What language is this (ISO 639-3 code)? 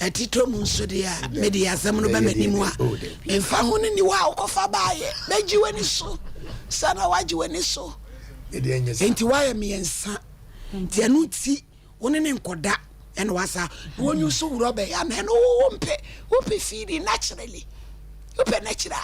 aka